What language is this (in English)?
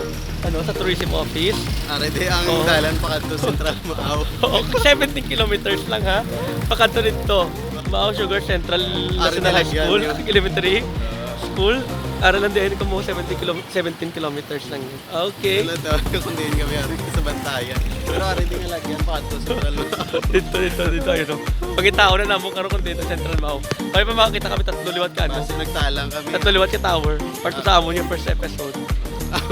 Hiligaynon